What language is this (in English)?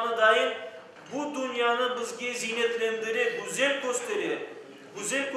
Crimean Tatar